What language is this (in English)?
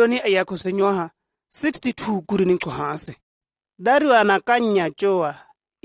Shua